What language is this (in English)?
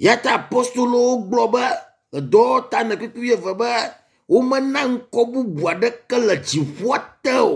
Ewe